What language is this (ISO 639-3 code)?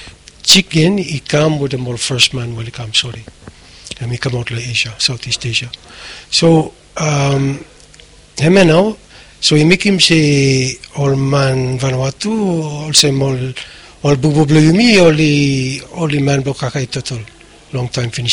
bis